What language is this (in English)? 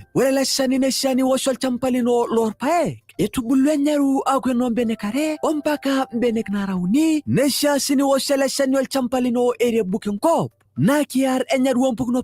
Masai